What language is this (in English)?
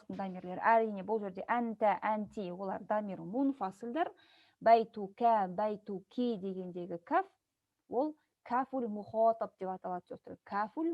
Kazakh